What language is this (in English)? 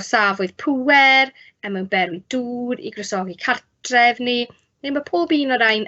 Welsh